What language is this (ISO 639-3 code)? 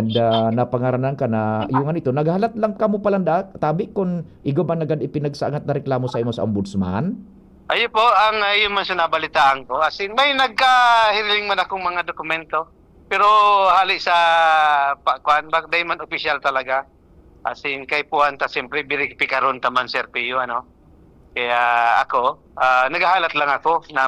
bik